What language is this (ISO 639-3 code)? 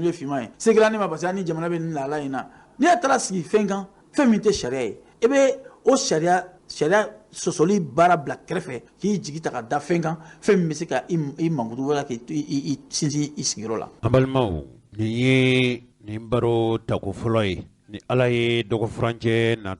bam